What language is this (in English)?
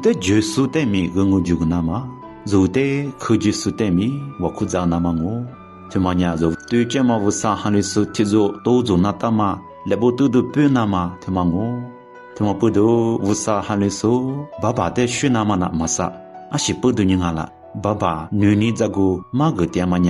Lisu